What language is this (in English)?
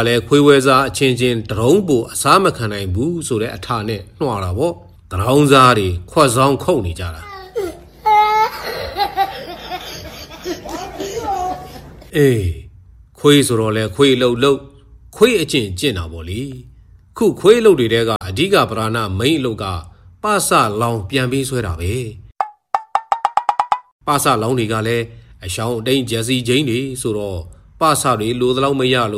Burmese